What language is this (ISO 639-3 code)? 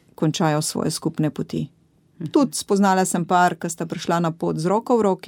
slv